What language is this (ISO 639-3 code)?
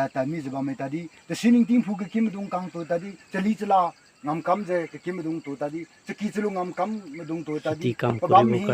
nag